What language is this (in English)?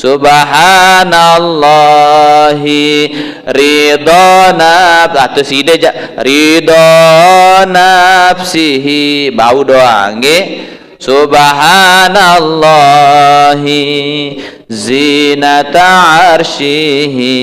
Sasak